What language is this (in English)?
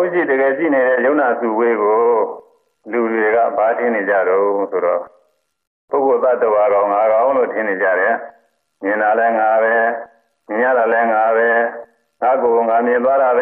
Burmese